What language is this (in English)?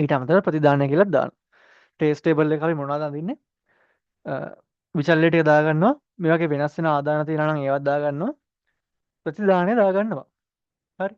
Sinhala